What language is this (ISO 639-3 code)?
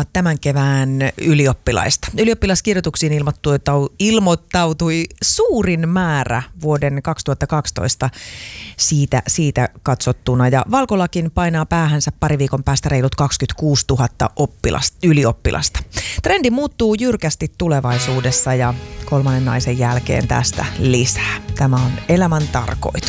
fin